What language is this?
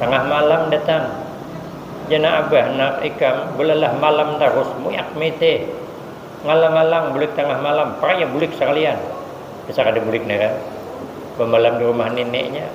Banjar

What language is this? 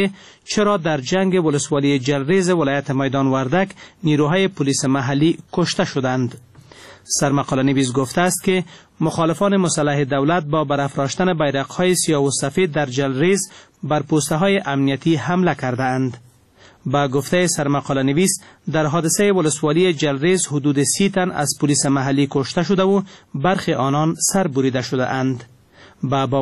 Persian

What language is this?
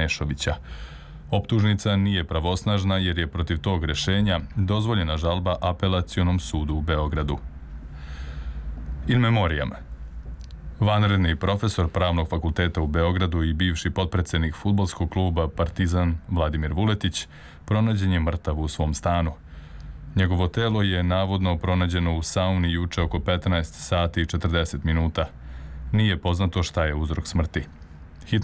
Serbian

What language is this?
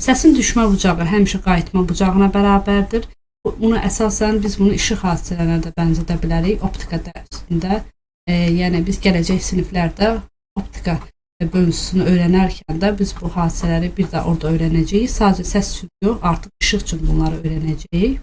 Azerbaijani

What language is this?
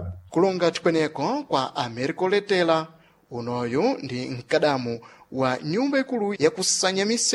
Sena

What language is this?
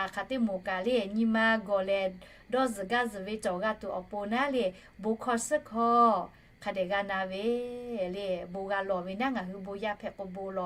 Lahu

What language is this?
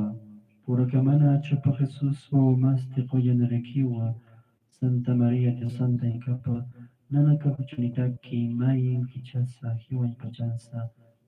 Aymara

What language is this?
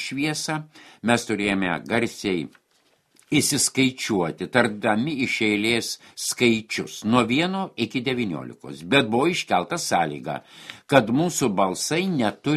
Lithuanian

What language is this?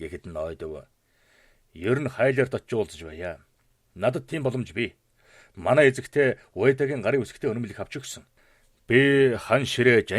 Mongolian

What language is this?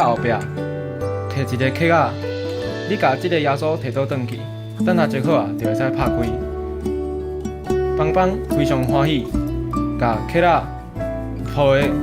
Min Nan Chinese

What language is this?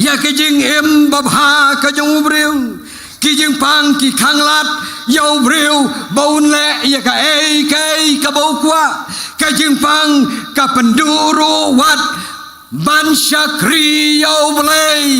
Khasi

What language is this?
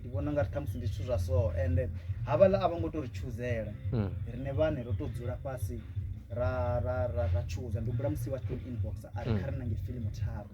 Venda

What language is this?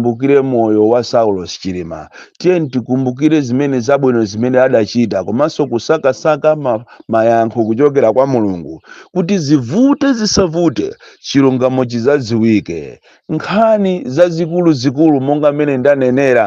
Nyanja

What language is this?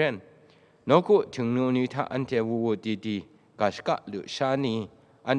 Kachin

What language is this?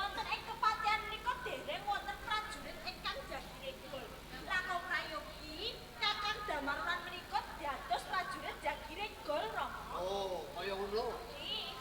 Javanese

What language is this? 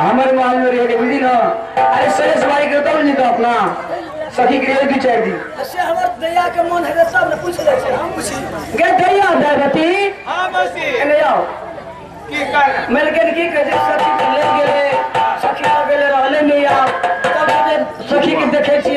Maithili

